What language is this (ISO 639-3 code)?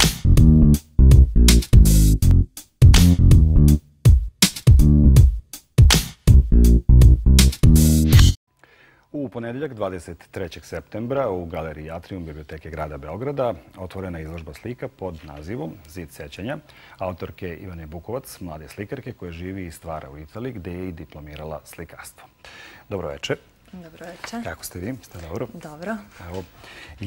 srp